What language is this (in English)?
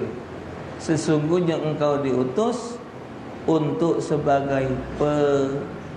Musi